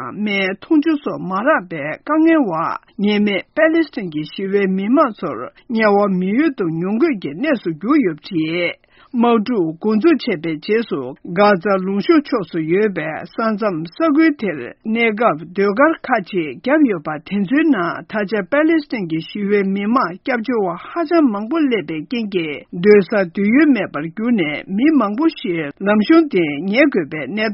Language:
Tibetan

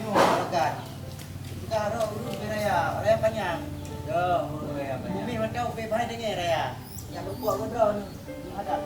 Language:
Achinese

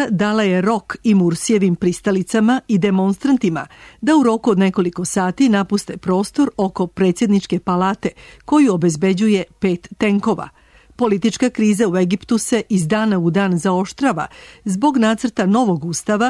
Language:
Serbian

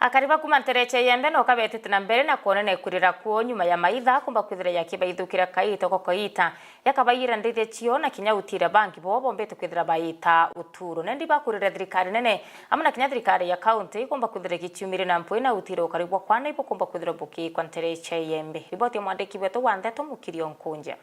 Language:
Meru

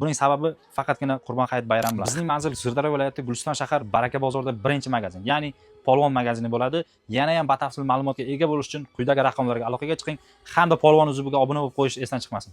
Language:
Uzbek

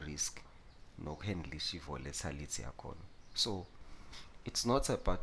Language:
Zulu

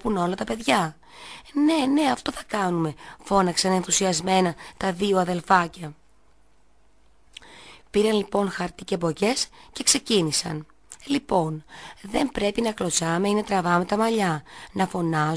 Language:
Greek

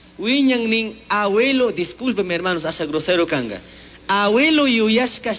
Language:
Chimborazo Highland Quichua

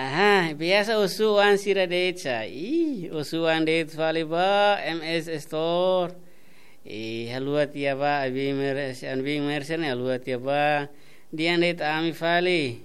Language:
Tetum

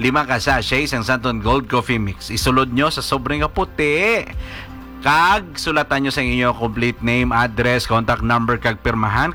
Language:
Hiligaynon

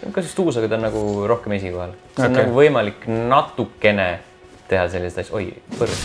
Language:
Estonian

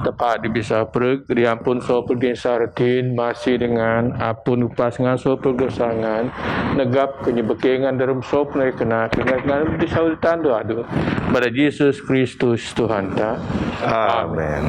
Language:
Biatah Bidayuh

